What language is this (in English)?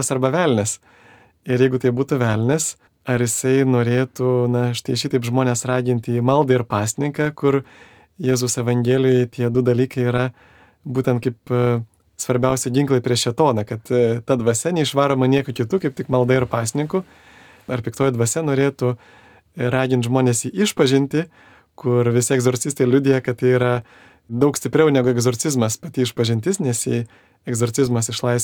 Lithuanian